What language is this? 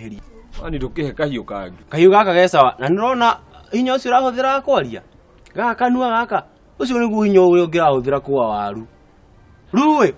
Kikuyu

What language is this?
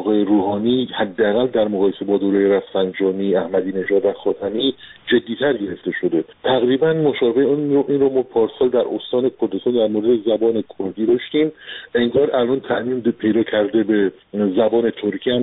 Persian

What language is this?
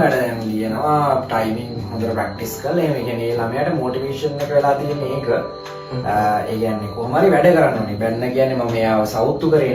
Sinhala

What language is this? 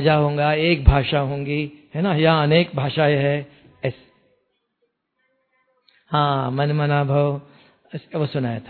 Hindi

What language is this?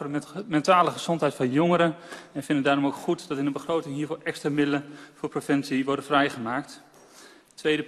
Dutch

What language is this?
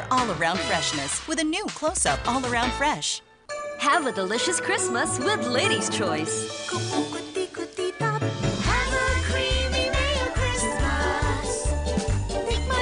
Bikol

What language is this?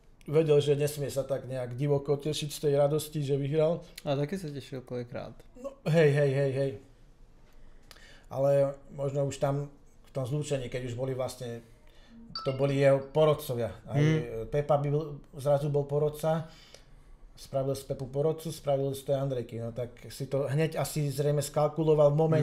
Slovak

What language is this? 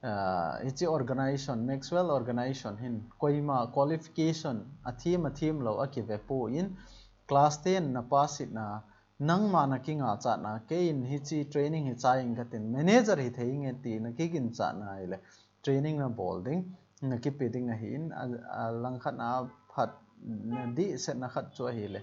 Thado Chin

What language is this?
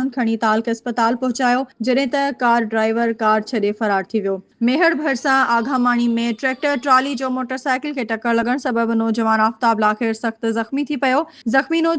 Sindhi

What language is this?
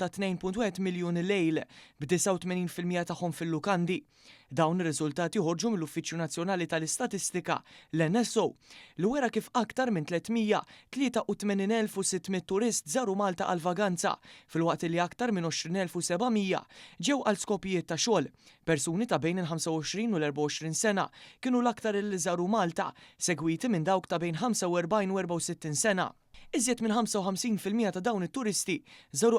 Maltese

